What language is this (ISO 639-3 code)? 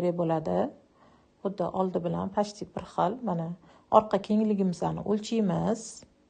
uzb